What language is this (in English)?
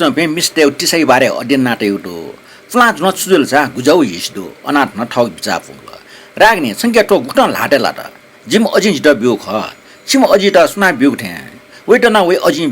Newari